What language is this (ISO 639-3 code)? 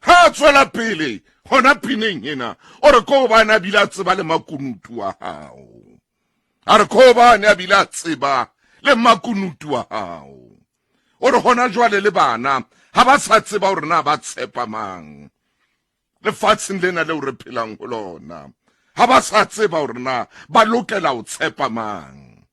sot